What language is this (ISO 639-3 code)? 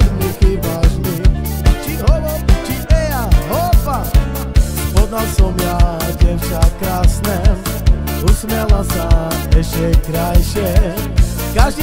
slk